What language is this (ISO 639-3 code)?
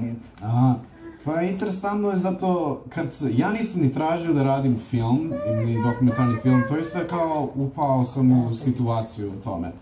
srp